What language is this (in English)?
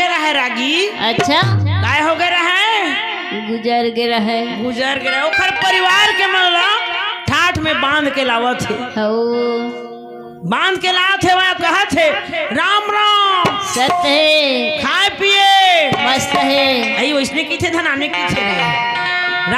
Chhattisgarhi